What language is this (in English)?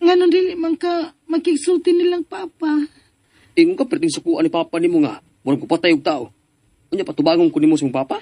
Cebuano